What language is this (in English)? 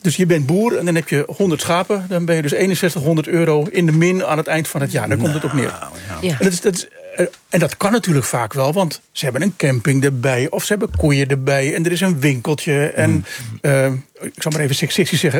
Dutch